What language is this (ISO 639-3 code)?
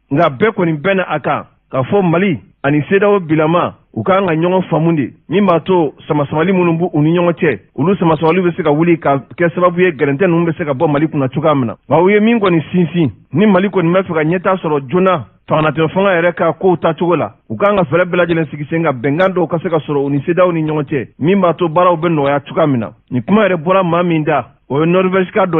bam